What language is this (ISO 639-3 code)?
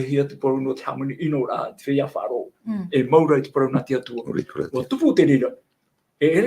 tah